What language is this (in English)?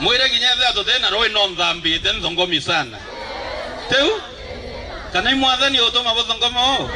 Meru